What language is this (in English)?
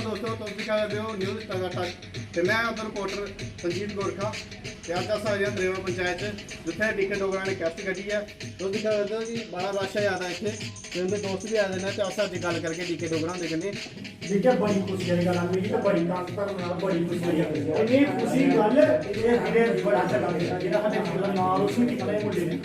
Dogri